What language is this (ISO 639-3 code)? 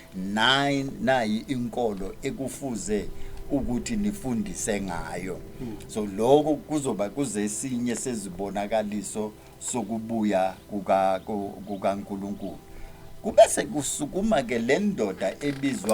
zul